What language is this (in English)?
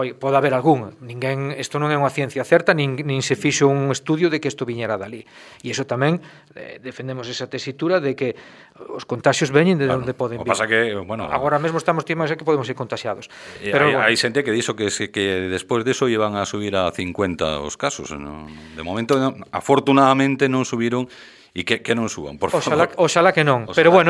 Galician